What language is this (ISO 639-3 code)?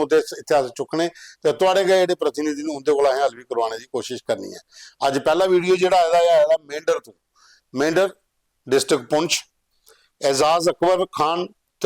doi